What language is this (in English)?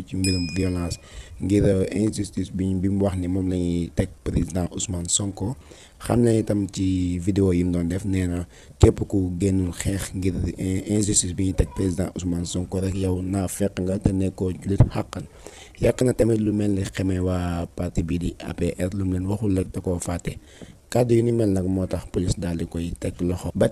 Wolof